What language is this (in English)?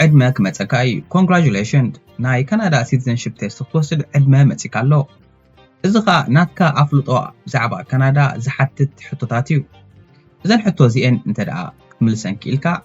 Tigrinya